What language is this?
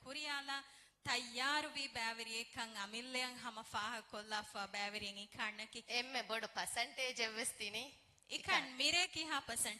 Divehi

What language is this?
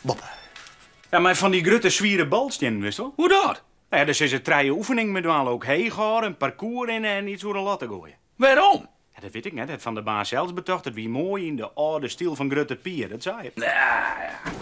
Western Frisian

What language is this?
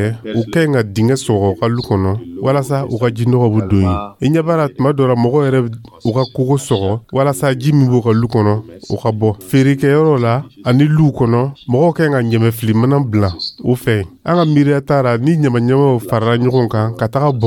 Dyula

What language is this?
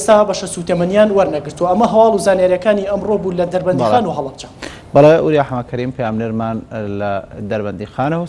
Central Kurdish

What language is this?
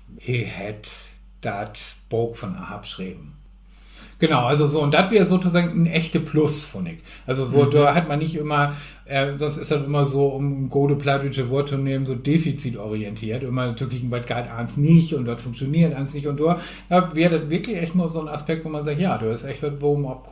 Low German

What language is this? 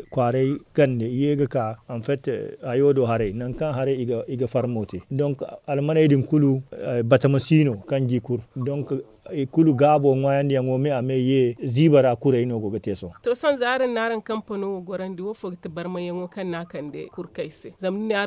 Zarma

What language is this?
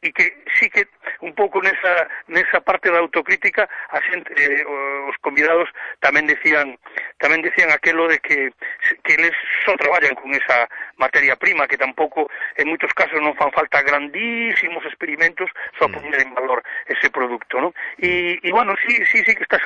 Galician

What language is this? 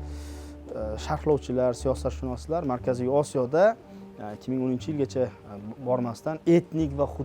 Uzbek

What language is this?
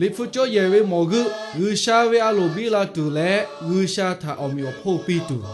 Lahu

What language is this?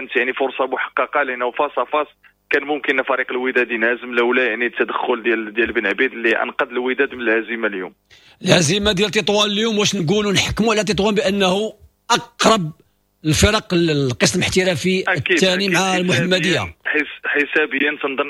Moroccan Arabic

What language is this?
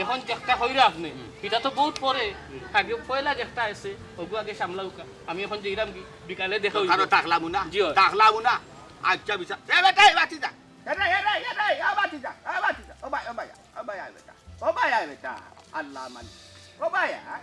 Sylheti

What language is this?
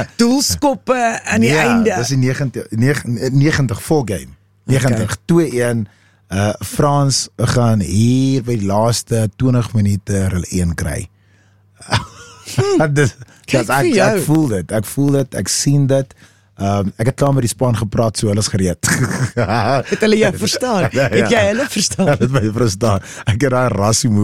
Afrikaans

